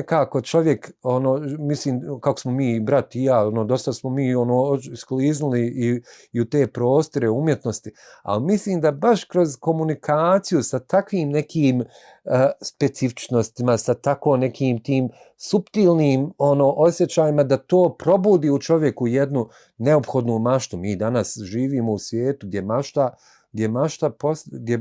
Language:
Bosnian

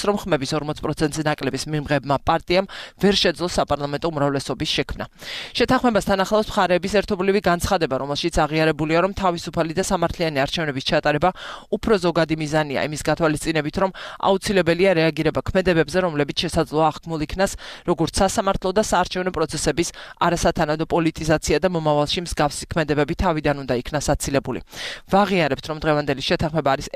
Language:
Georgian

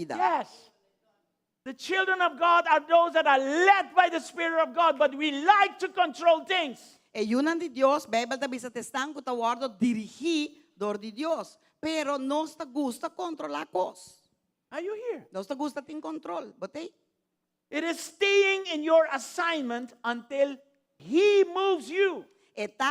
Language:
Papiamento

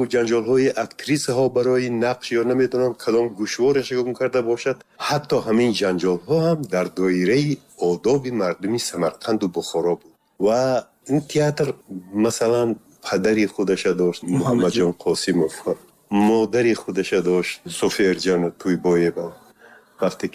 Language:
Tajik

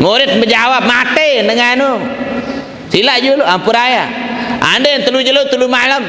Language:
Sasak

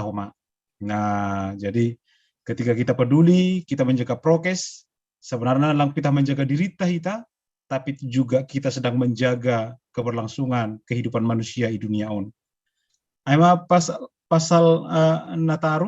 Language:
Batak Simalungun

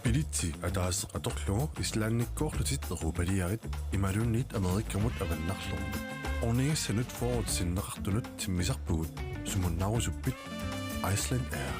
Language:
Kalaallisut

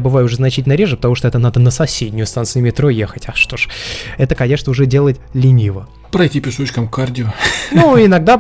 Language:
Russian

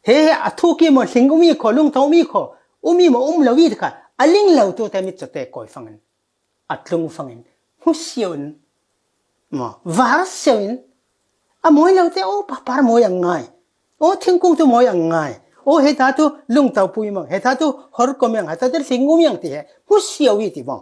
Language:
Falam Chin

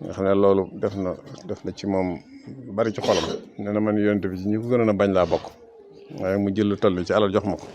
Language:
Wolof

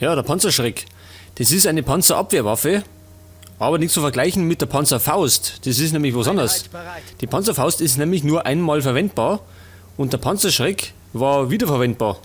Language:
Bavarian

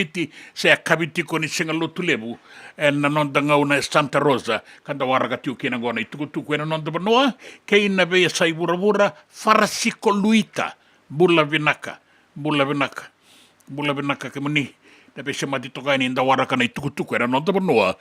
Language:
Fijian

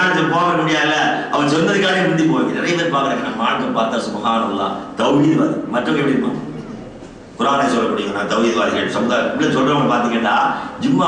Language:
Tamil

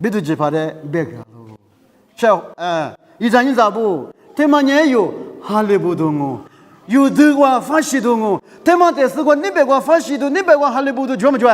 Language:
Lisu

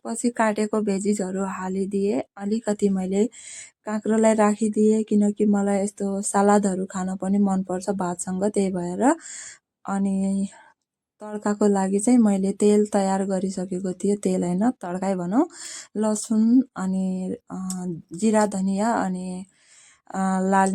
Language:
Nepali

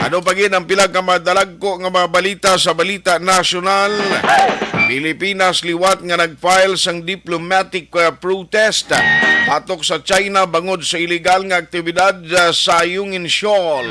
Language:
Hiligaynon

